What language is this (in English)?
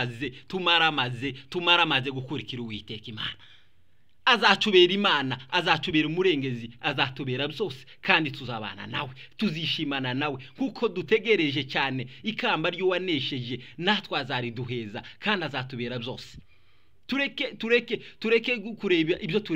Kinyarwanda